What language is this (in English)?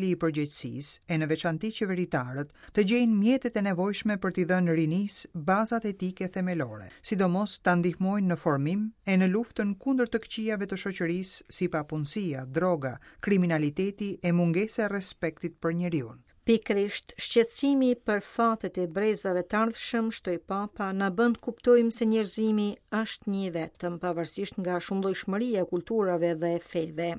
Albanian